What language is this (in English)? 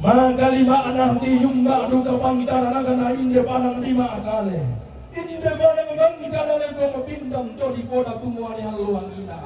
Toraja-Sa'dan